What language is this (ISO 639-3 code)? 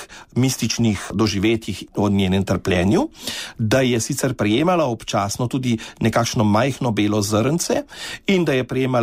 slv